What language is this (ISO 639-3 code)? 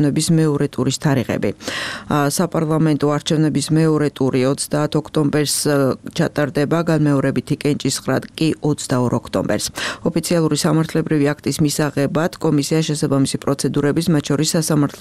kat